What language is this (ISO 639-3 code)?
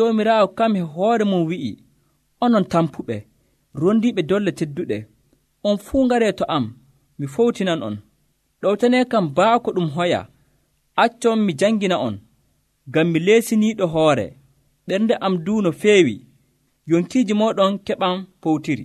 fuv